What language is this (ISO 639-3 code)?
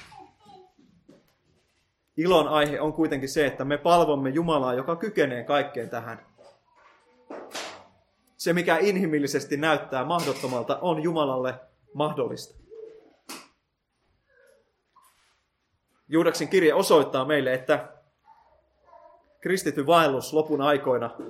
fin